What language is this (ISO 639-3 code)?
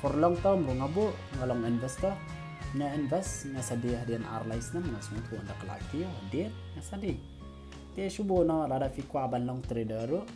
kha